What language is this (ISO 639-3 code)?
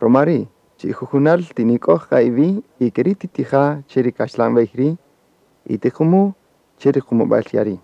cak